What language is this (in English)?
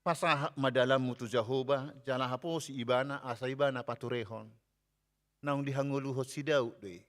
Batak Toba